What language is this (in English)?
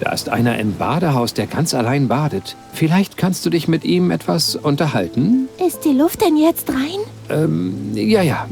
Bavarian